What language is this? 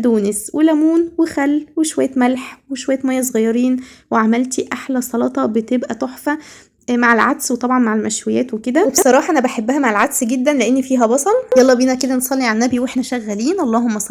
Egyptian Arabic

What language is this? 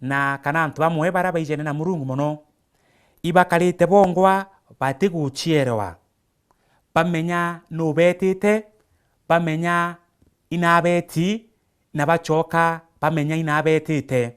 Meru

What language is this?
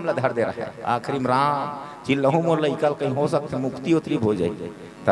Chhattisgarhi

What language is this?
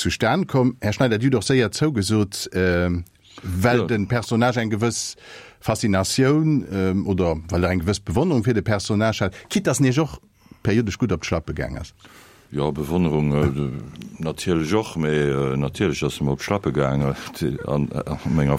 Luxembourgish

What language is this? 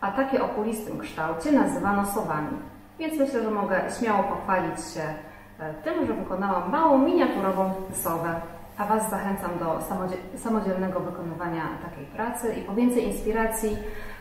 Polish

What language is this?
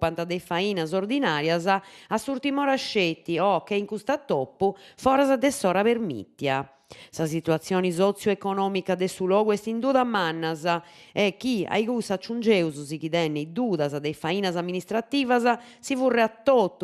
Sardinian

